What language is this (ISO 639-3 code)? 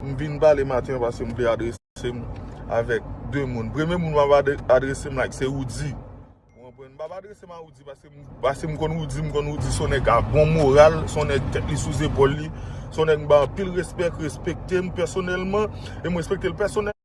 hat